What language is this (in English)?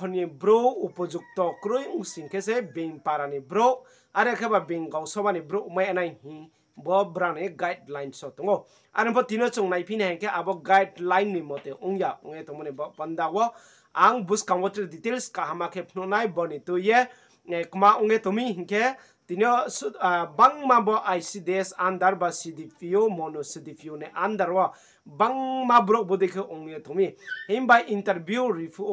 Riang (India)